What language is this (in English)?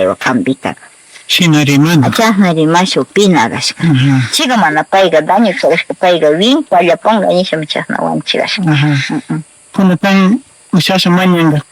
Northern Pastaza Quichua